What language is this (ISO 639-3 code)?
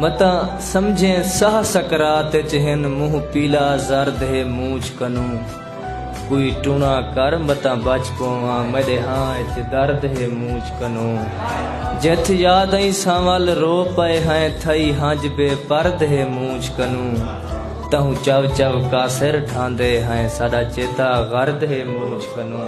skr